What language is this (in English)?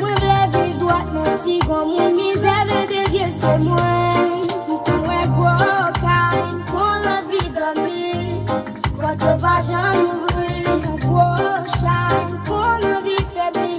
Haitian Creole